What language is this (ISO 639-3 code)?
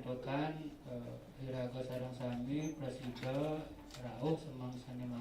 ban